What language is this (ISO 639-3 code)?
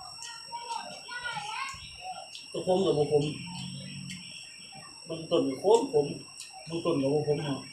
lao